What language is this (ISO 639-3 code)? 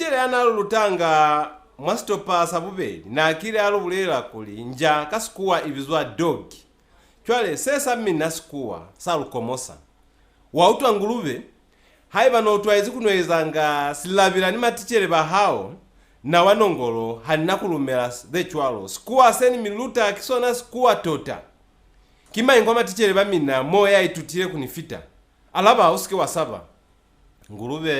loz